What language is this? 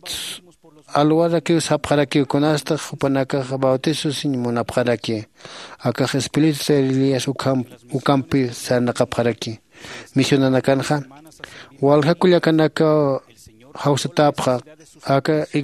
Aymara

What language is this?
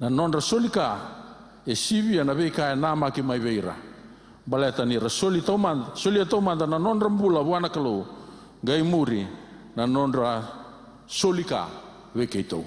Fijian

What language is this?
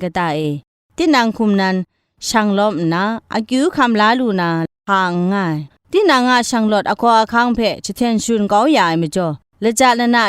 Kachin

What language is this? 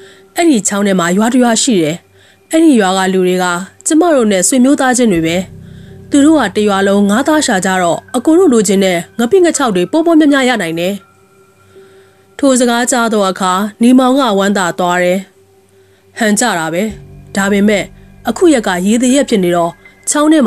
Burmese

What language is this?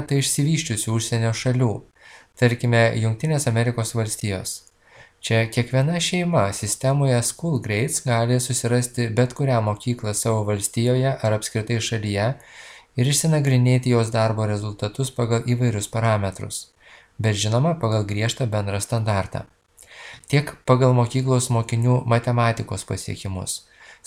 Lithuanian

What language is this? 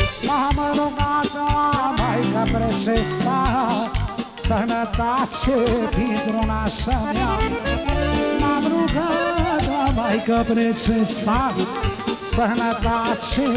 Romanian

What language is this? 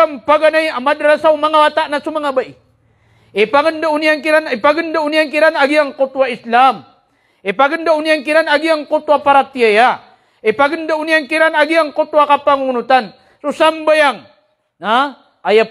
Maranao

